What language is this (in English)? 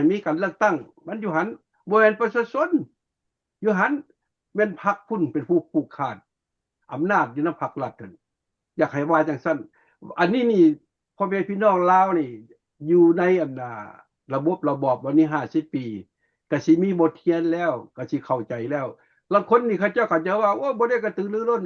Lao